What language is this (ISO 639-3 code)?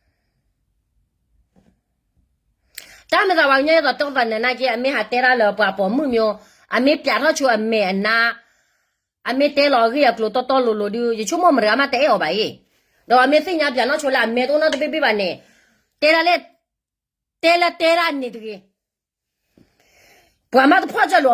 ksw